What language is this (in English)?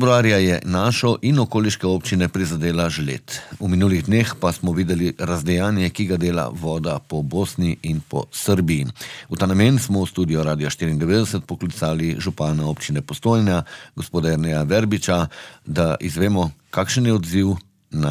Slovenian